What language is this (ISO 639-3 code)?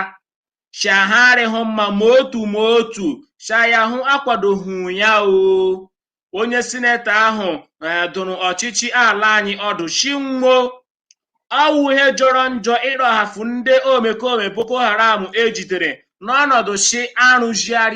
ibo